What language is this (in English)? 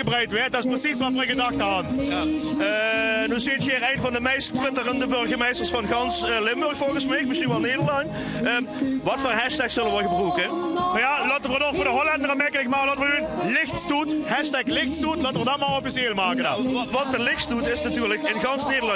Limburgish